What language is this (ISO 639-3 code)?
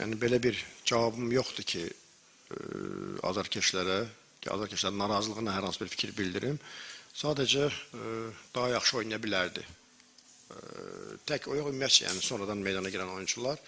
aze